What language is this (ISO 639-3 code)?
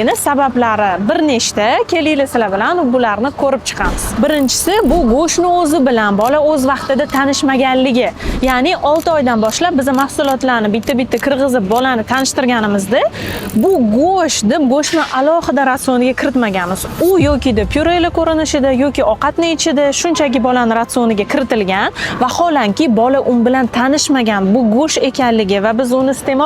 uzb